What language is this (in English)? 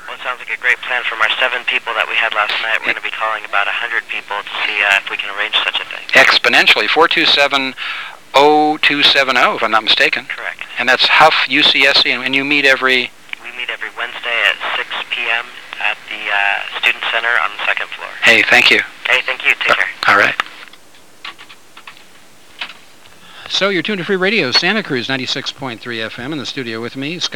English